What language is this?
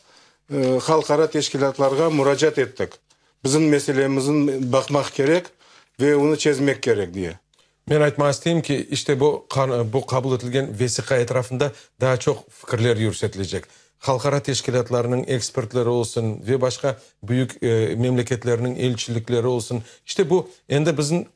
Crimean Tatar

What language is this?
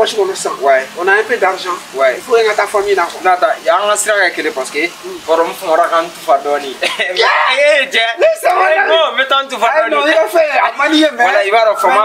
Bambara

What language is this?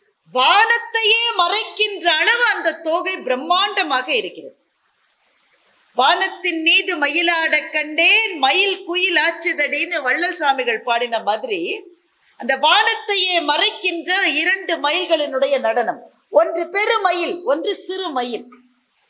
Tamil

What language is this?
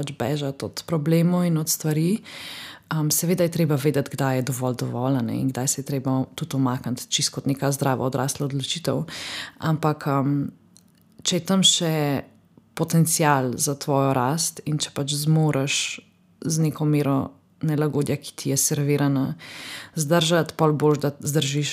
Slovenian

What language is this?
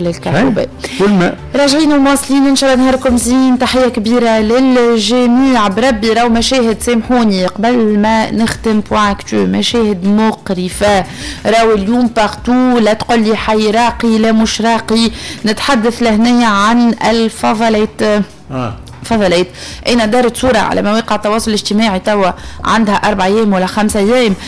Tunisian Arabic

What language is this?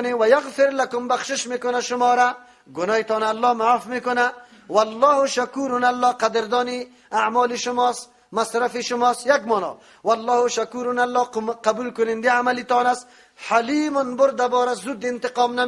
Persian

